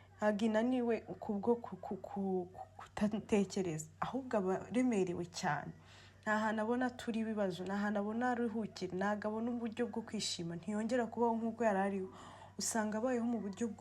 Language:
Kinyarwanda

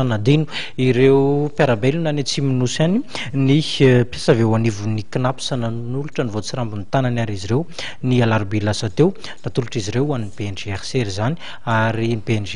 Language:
Malagasy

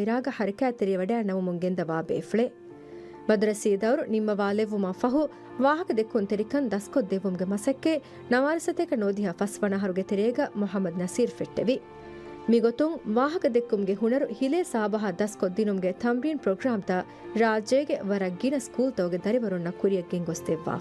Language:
Divehi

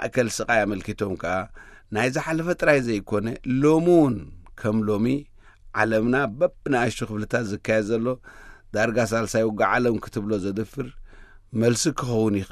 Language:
Tigrinya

